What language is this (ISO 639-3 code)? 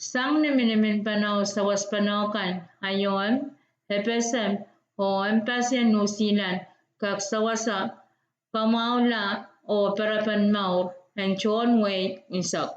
pon